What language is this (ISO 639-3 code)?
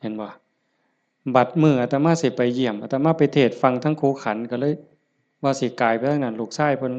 tts